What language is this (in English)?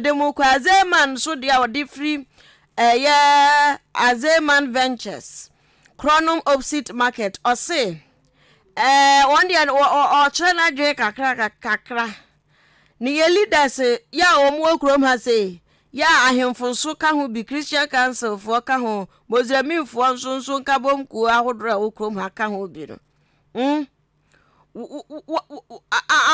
Akan